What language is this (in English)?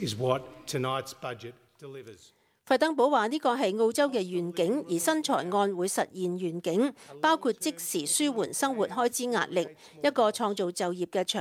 Cantonese